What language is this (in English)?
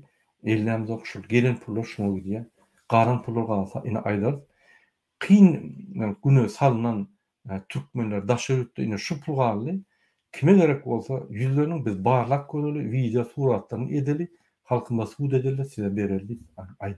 Turkmen